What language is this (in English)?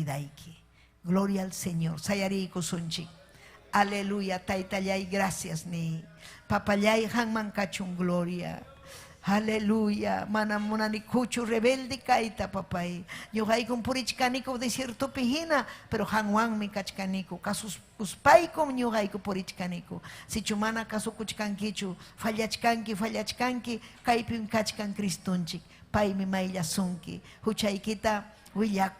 Ayacucho Quechua